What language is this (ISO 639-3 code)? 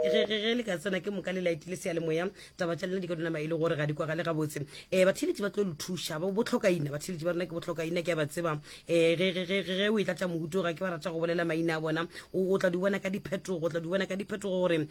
nso